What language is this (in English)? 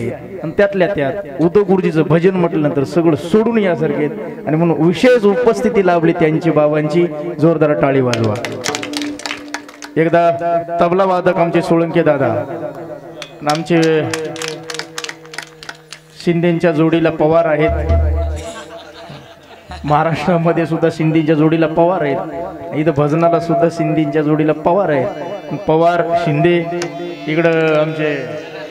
Marathi